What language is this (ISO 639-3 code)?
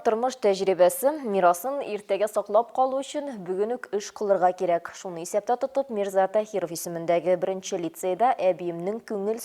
tat